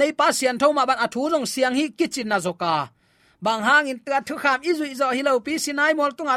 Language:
Tedim Chin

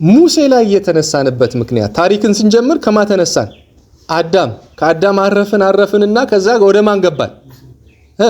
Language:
Amharic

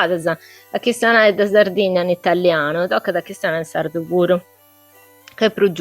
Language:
Sardinian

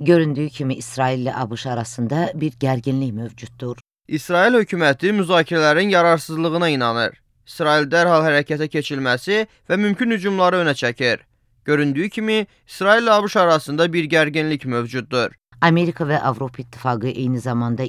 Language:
Azerbaijani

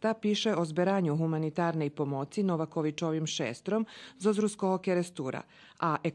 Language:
Rusyn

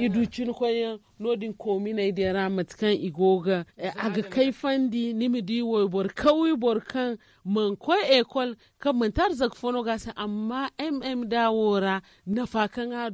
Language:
Zarma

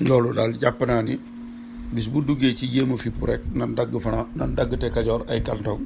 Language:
Wolof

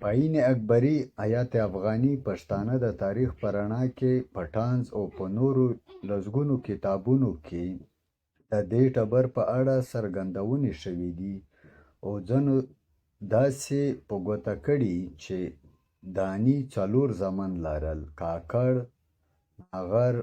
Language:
Pashto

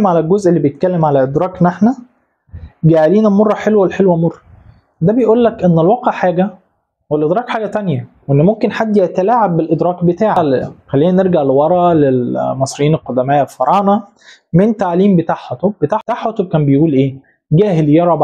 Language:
Egyptian Arabic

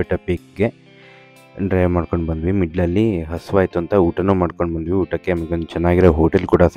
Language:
Kannada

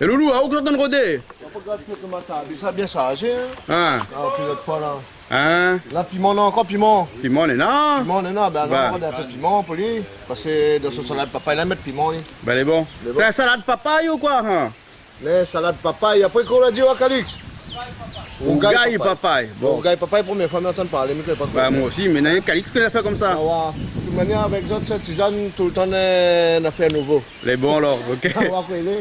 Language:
Réunion Creole French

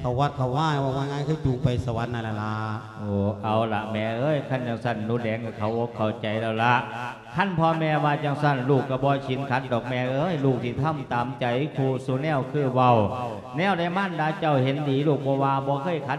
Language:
Lao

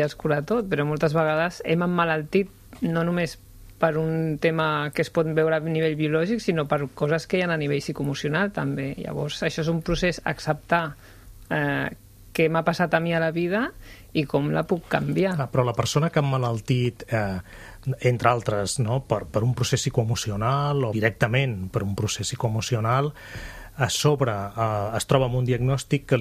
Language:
Catalan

